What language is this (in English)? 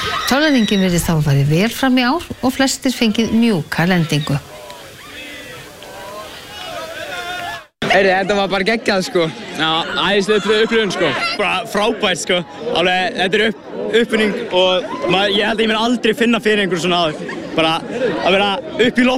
Icelandic